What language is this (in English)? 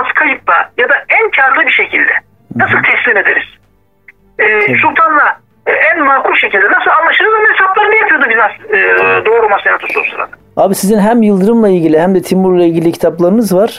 Turkish